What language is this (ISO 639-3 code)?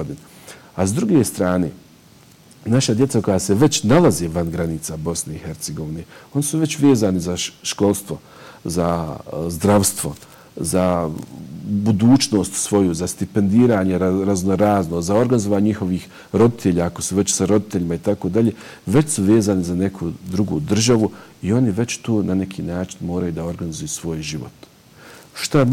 bos